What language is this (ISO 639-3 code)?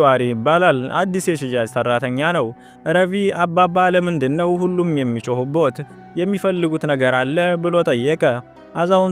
amh